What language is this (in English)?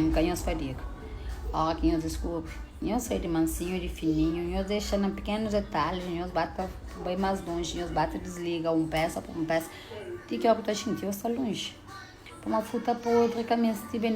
Kabuverdianu